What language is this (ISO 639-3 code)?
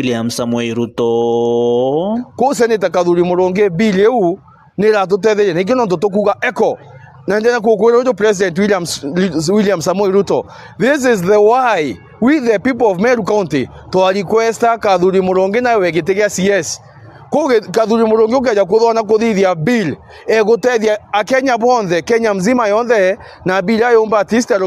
mer